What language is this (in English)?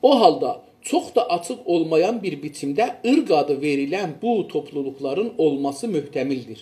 South Azerbaijani